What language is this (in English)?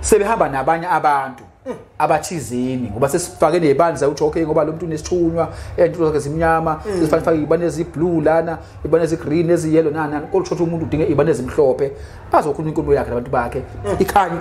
Zulu